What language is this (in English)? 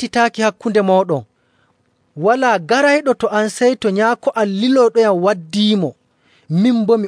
Nigerian Fulfulde